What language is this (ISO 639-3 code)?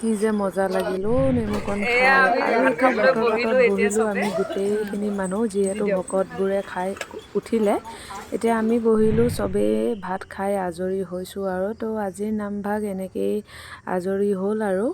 asm